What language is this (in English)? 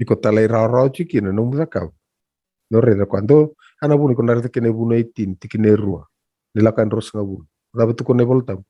Fijian